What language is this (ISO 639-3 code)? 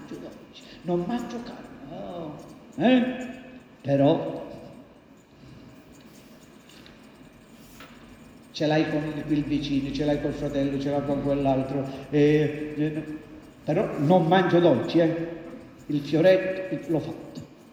ita